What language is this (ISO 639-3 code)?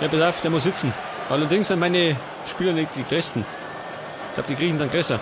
bar